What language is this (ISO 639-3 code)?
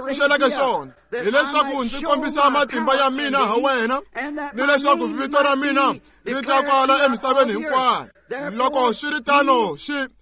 tso